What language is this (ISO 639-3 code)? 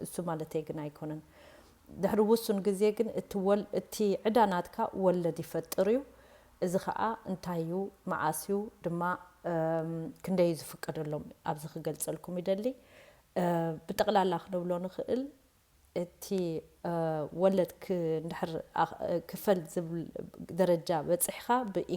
tir